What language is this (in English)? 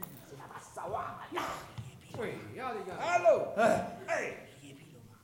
Italian